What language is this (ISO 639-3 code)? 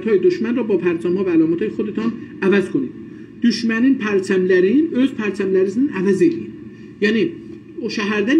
azb